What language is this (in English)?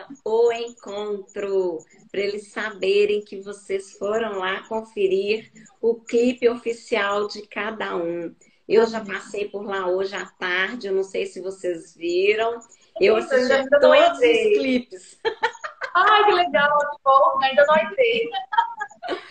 Portuguese